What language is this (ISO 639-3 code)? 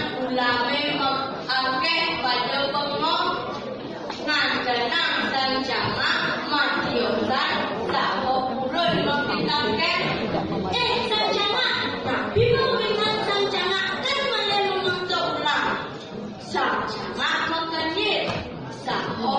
ban